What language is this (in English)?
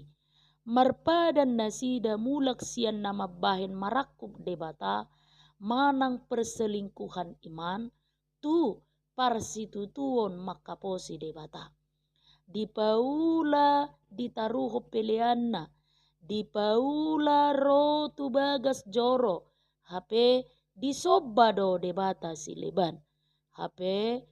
Batak Toba